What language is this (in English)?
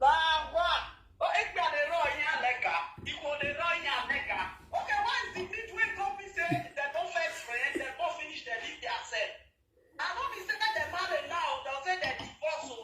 Nigerian Pidgin